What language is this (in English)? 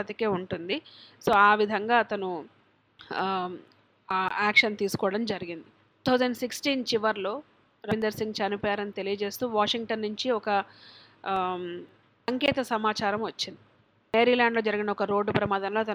Telugu